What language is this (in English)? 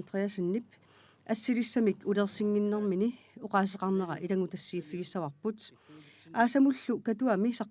Kalaallisut